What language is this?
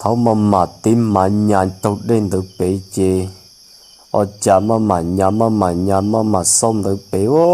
Hmong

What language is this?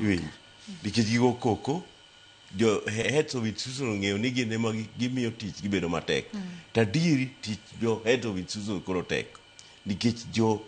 Luo (Kenya and Tanzania)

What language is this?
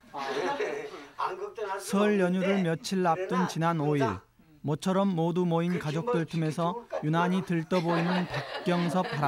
Korean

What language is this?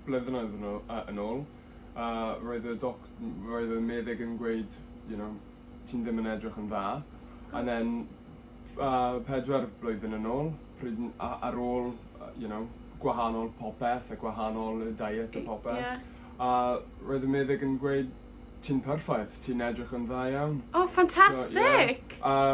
Welsh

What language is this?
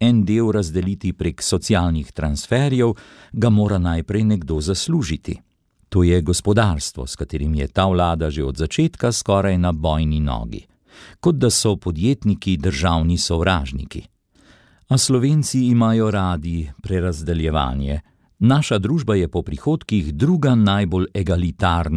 Slovenian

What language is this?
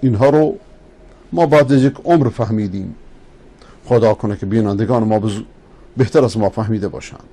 Persian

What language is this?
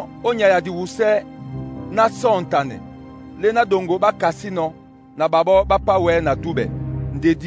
Duala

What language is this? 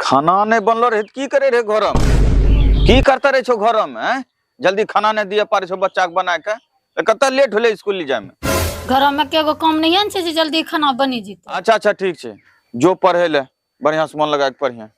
Angika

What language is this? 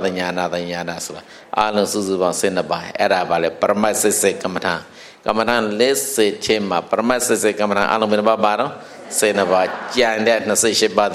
Burmese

